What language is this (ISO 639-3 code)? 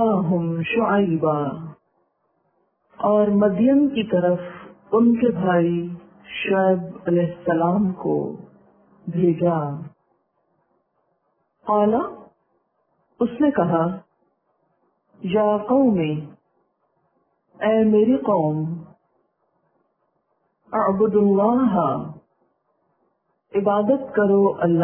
urd